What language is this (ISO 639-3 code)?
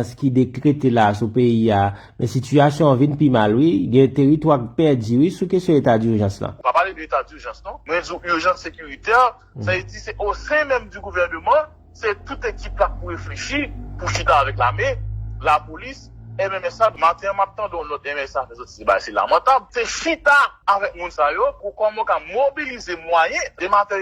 hat